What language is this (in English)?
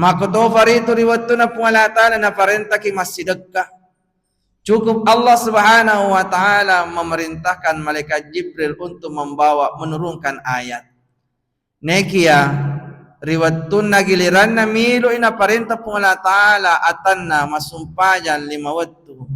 Buginese